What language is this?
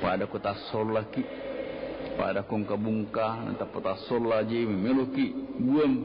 Buginese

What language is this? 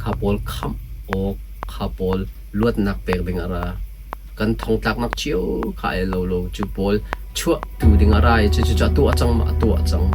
Hakha Chin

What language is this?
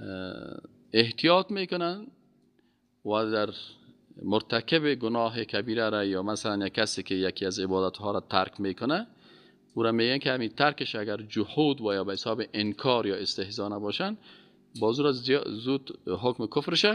Persian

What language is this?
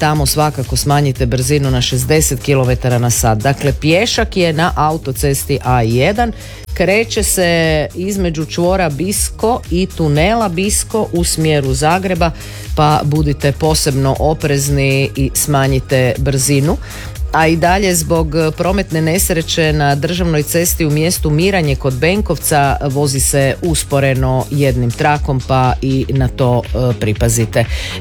Croatian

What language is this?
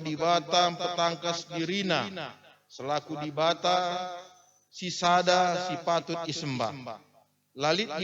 Batak Karo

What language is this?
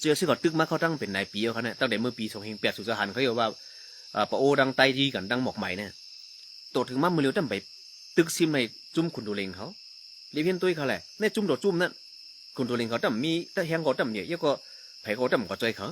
Shan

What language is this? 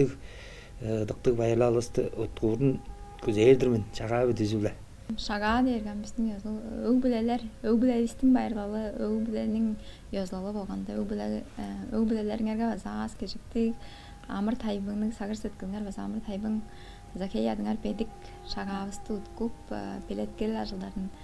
Tuvinian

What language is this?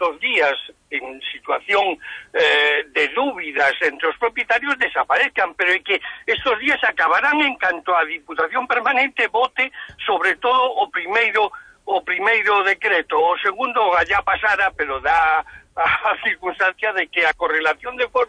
Galician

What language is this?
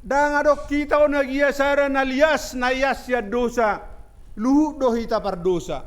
Batak Toba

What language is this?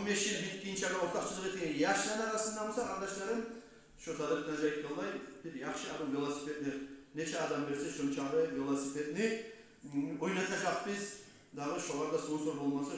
Kumyk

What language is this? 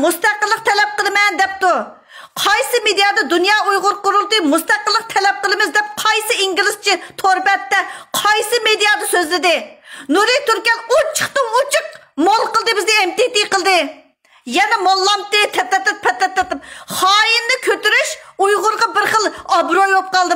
Uyghur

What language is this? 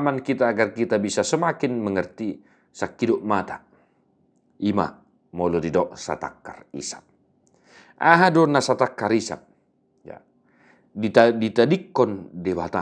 Batak Toba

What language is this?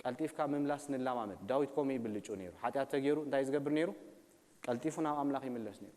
Tigrinya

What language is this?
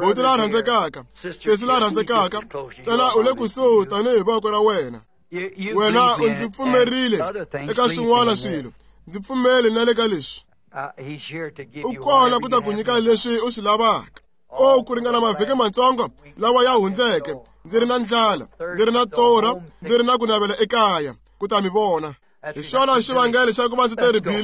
Tsonga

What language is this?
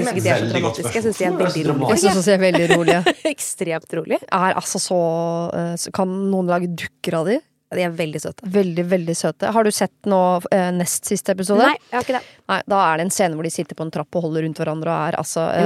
Norwegian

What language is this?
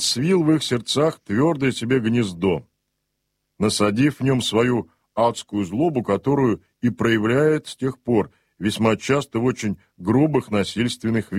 Russian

